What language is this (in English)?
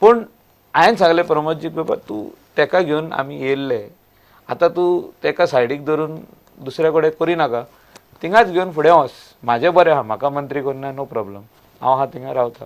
Konkani